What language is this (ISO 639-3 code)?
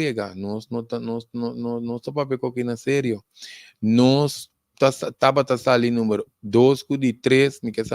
pap